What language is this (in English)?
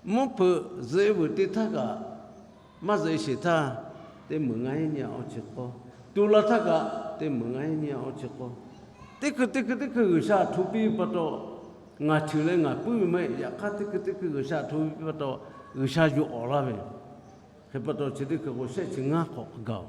Lahu